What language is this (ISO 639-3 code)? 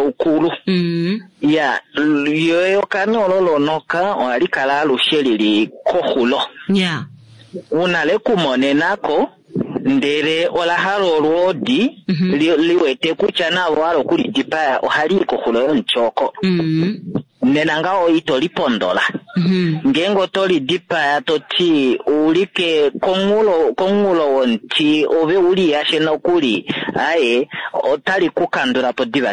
kua